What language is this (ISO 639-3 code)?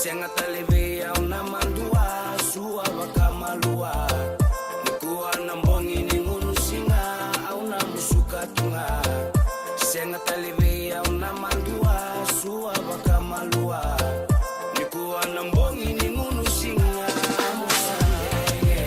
fij